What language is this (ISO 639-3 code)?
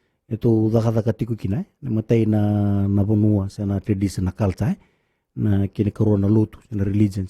fij